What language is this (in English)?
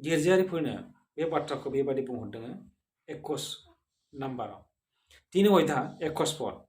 Bodo